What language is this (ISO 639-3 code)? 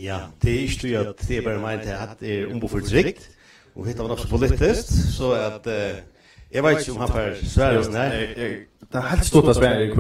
fao